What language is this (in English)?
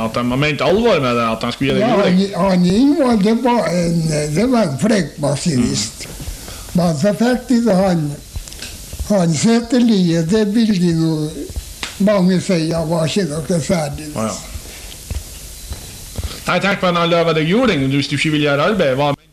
Norwegian